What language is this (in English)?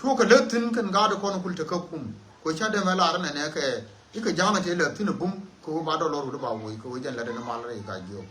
Nuer